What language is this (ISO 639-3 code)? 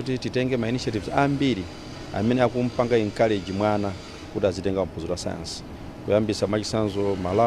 nya